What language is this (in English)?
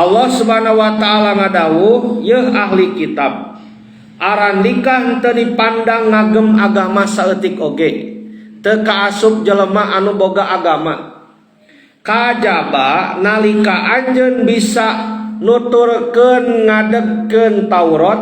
Sundanese